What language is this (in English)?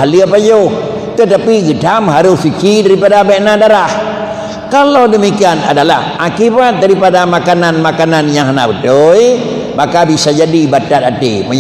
Achinese